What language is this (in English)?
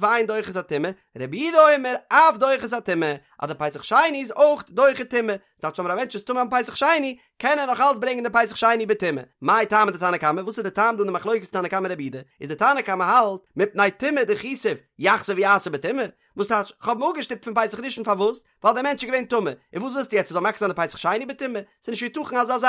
Yiddish